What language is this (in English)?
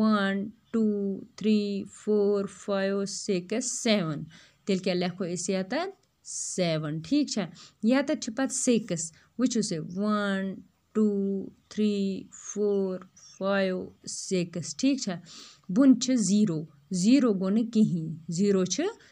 Kashmiri